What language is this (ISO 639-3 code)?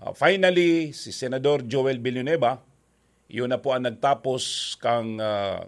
bik